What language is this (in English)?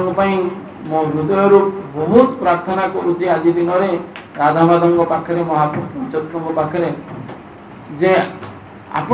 Odia